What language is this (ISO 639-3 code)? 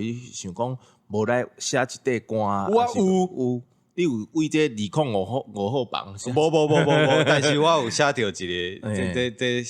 nan